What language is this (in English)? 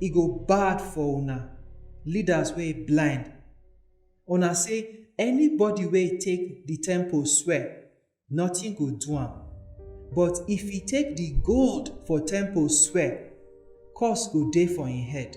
Nigerian Pidgin